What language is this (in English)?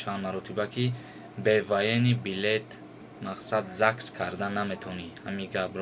Tajik